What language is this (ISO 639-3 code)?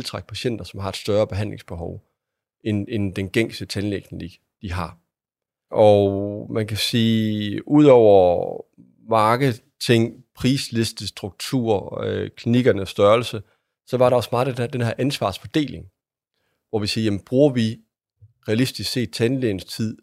dan